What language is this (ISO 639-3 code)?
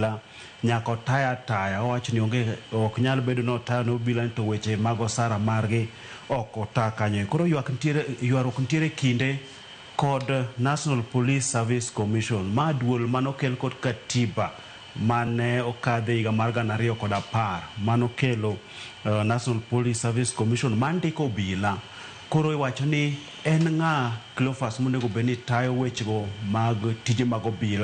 luo